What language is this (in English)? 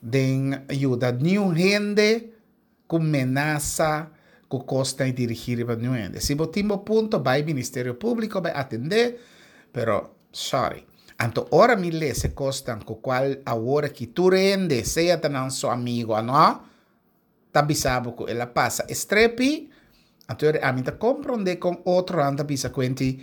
Papiamento